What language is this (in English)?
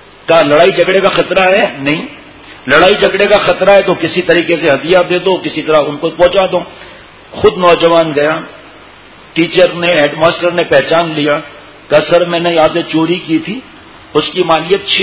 Urdu